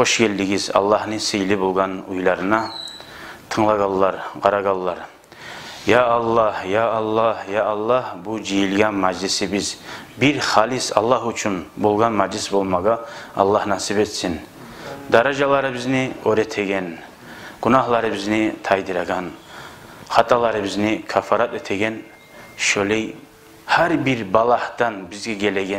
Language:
Kumyk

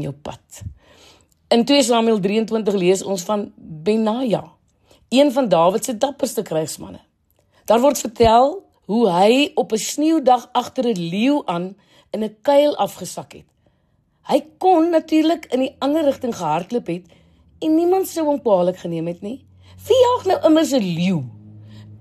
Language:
Afrikaans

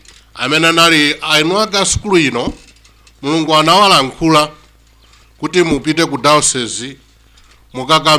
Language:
Nyanja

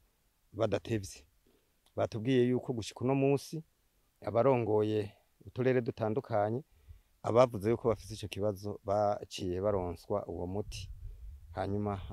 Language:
Rundi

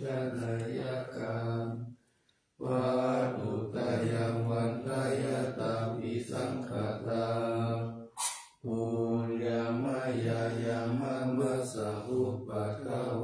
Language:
Pali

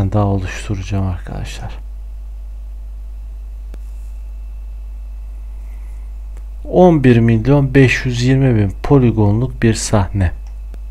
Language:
Turkish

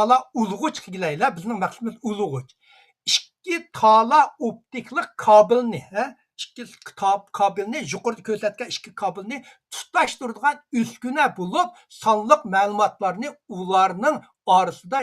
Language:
Uyghur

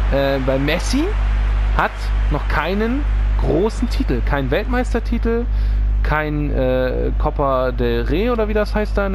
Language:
German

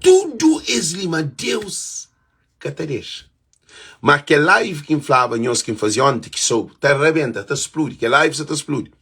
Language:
Kabuverdianu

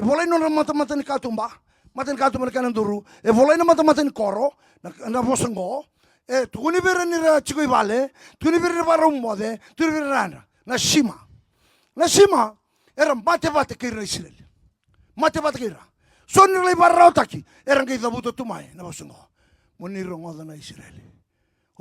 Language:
Fijian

